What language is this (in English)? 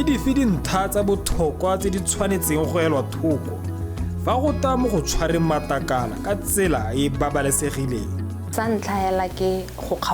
Tswana